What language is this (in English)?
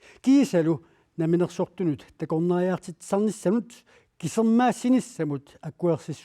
Kalaallisut